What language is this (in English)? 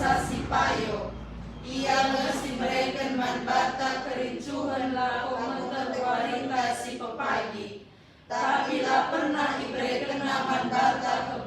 Batak Karo